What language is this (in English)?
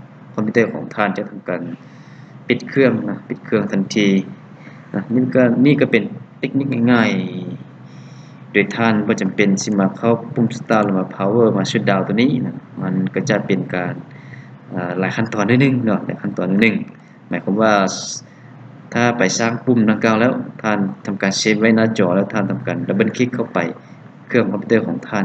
Lao